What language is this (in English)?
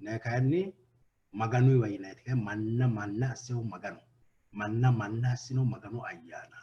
Sidamo